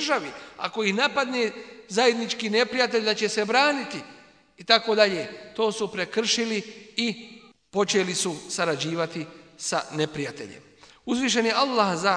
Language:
Bosnian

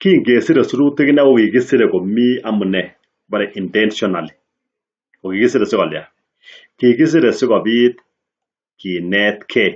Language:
Kalenjin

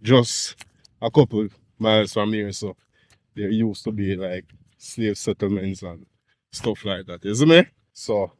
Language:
Jamaican Creole English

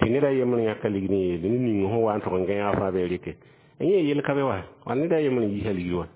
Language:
Mossi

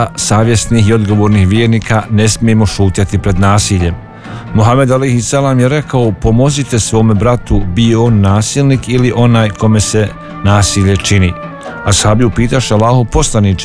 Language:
Bosnian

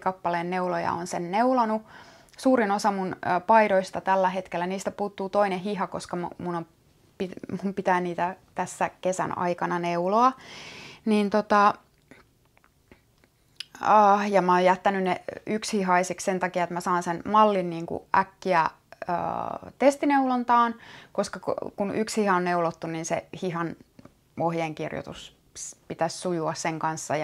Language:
Finnish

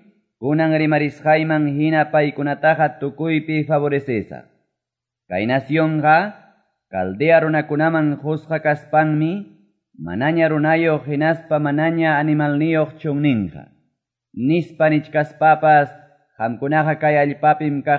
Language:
Quechua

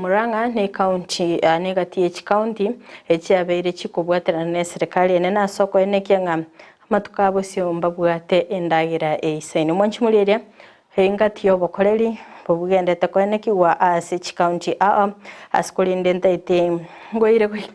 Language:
Gusii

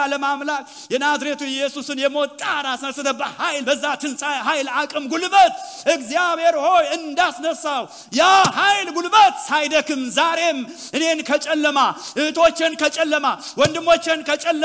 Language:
Amharic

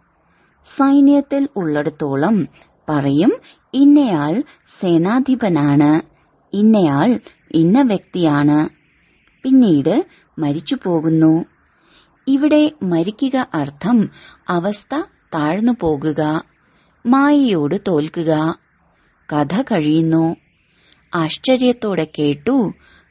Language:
Malayalam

